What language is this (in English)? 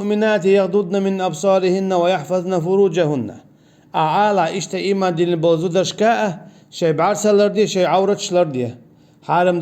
Chechen